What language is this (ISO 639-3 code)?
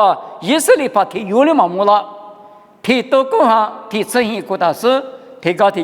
lis